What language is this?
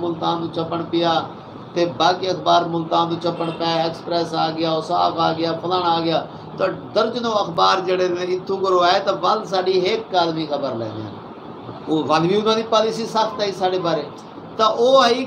Saraiki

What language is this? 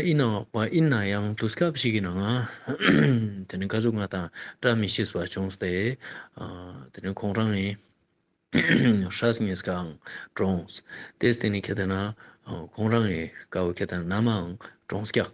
Ladakhi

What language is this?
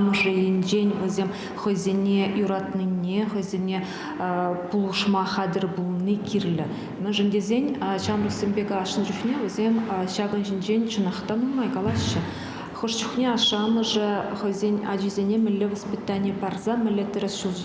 Chuvash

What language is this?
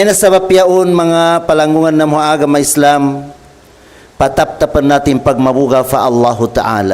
Tausug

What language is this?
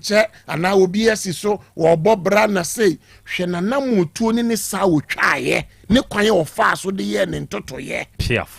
Akan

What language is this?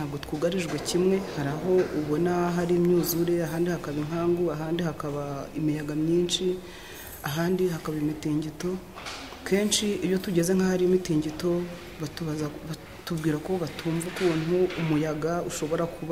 Kinyarwanda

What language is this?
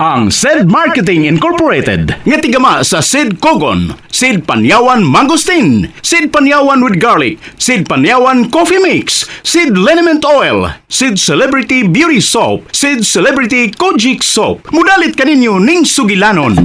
Cebuano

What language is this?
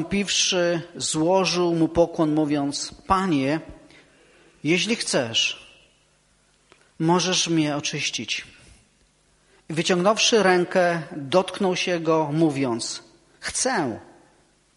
Polish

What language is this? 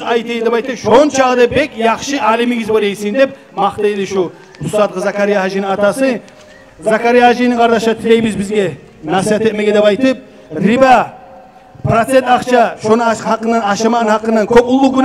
Kumyk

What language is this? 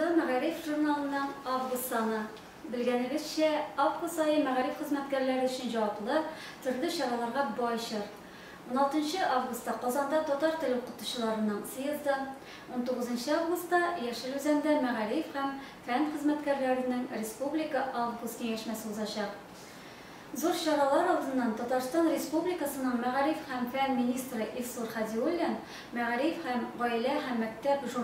Tatar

